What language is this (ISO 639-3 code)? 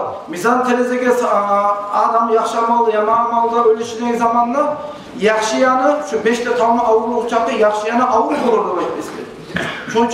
kum